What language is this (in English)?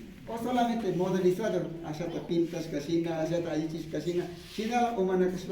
Imbabura Highland Quichua